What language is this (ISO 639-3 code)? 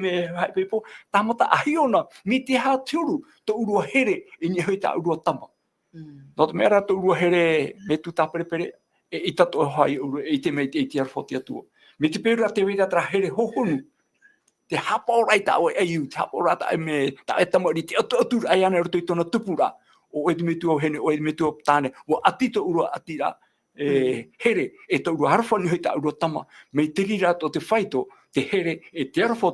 tah